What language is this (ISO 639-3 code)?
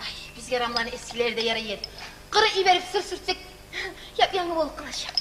kum